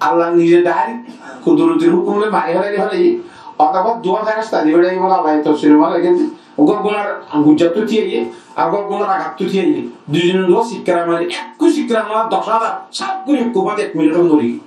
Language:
Rohingya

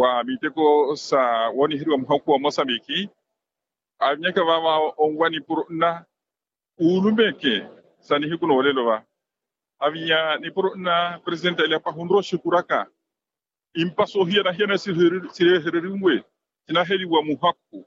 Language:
Makhuwa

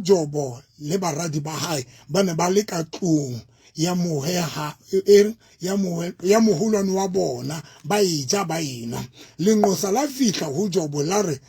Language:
Southern Sotho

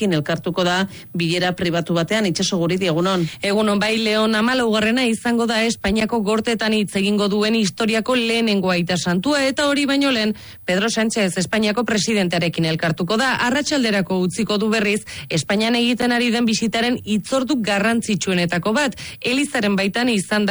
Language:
Basque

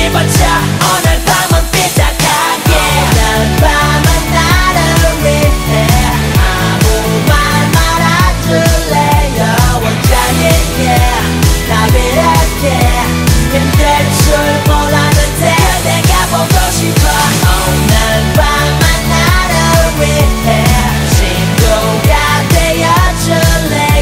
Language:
Korean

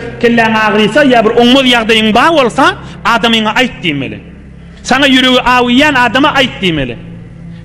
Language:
Turkmen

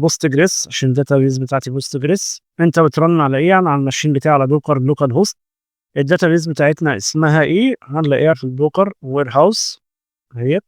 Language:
Egyptian Arabic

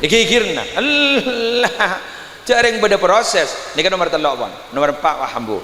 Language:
Madurese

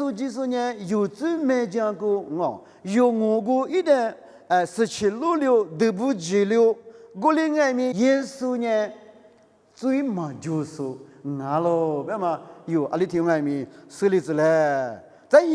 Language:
Lisu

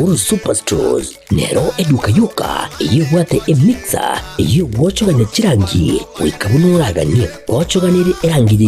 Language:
Gusii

